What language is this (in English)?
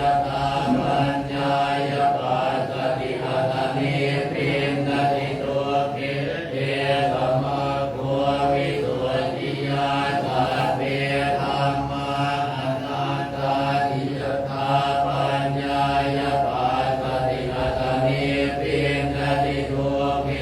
Pali